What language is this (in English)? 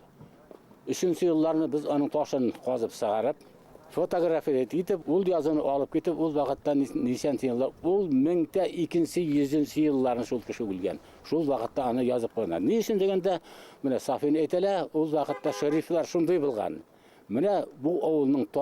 Bashkir